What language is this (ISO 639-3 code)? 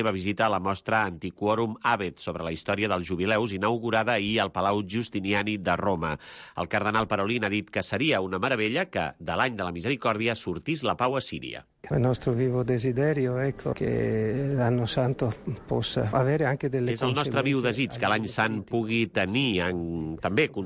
cat